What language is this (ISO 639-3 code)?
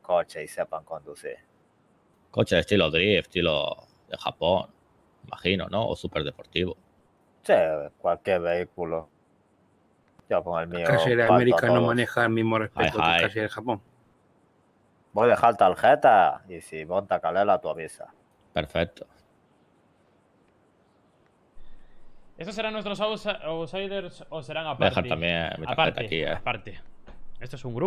spa